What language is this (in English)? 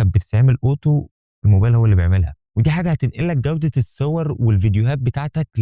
Egyptian Arabic